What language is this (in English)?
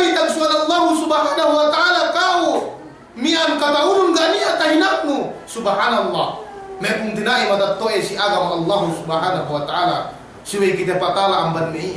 Yakan